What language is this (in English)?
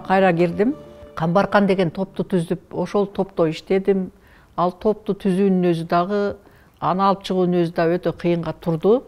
Kyrgyz